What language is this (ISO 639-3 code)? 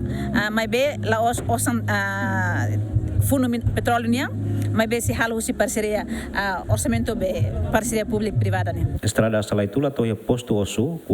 tet